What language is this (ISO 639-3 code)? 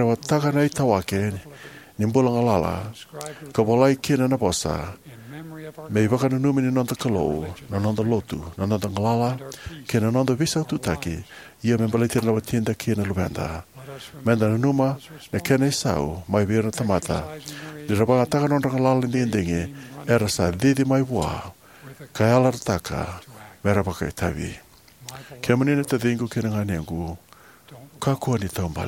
fij